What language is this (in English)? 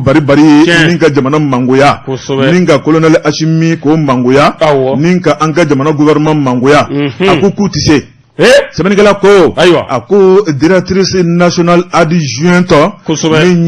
Bambara